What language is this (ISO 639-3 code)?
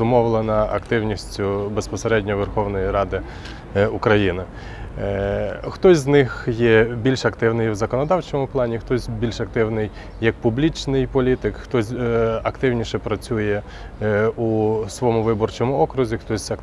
ukr